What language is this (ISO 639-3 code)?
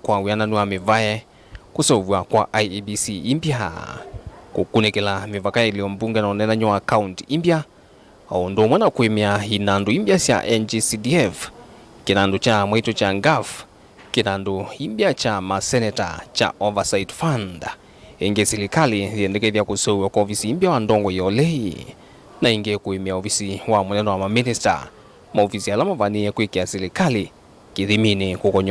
kam